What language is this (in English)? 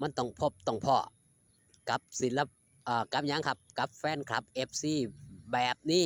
Northeastern Thai